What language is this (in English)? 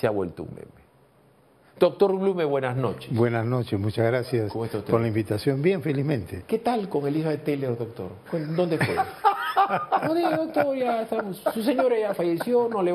Spanish